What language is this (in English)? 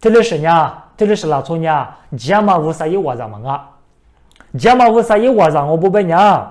Lisu